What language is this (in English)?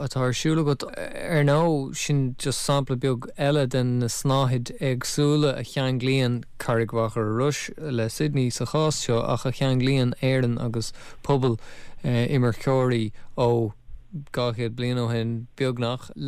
Irish